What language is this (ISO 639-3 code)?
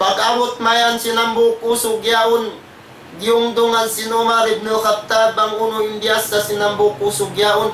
tsg